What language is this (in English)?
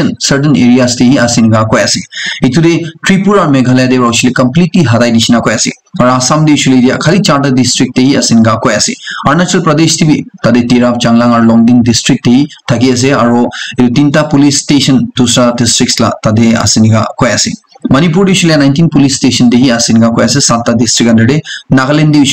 Naga Pidgin